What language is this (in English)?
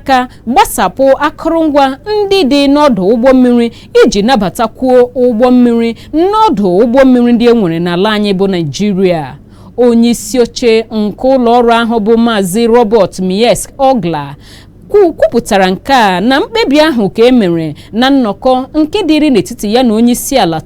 Igbo